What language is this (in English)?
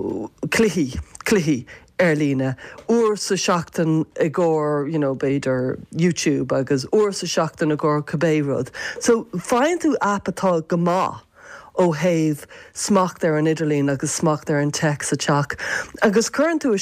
Irish